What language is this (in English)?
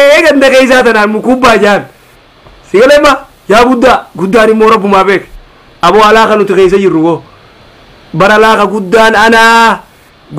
Oromo